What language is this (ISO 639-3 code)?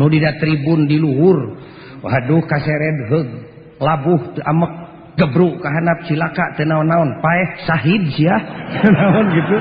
sun